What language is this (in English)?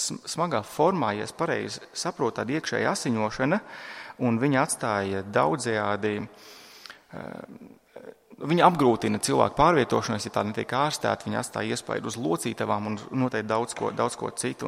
Latvian